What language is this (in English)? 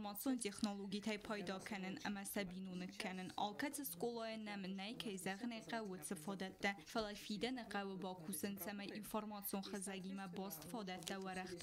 Ossetic